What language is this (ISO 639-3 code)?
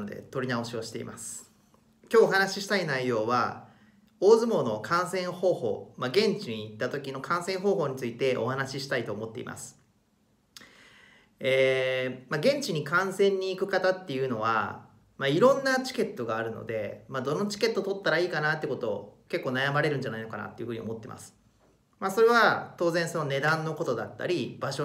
jpn